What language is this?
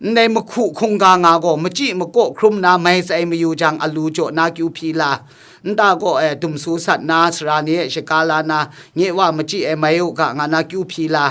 Kachin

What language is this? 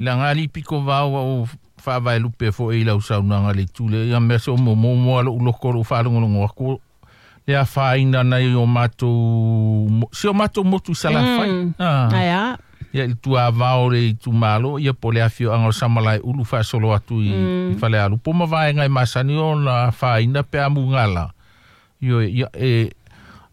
Samoan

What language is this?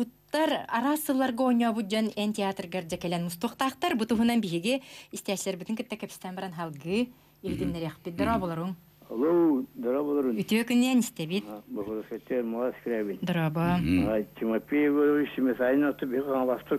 Yakut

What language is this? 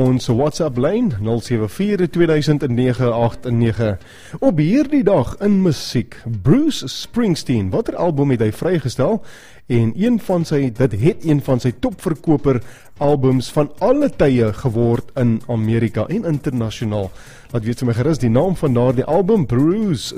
Afrikaans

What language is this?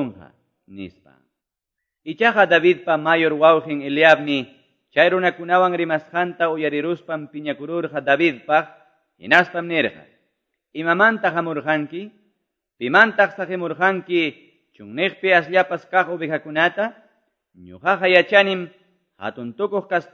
Quechua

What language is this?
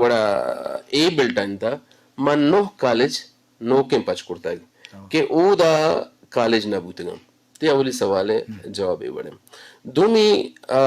Eastern Balochi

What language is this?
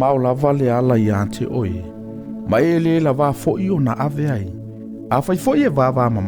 Samoan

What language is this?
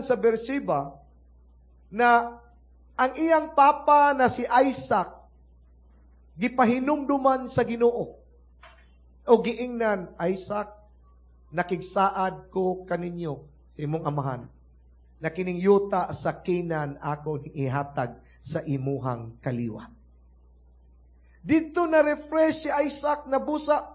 Cebuano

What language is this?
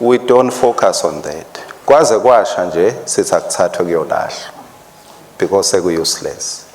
Swati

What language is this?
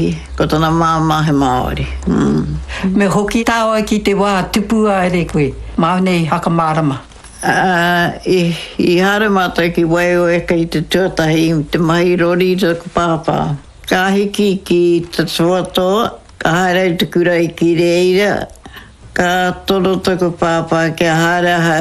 Māori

